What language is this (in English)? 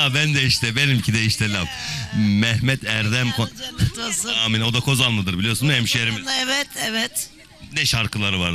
Turkish